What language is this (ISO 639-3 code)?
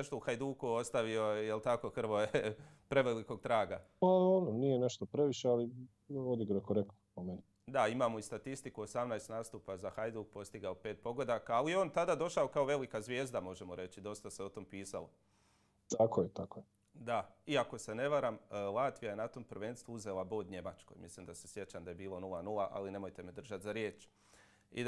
hrv